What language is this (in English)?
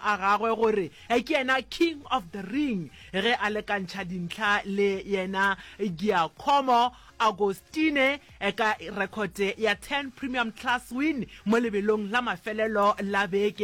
Northern Sotho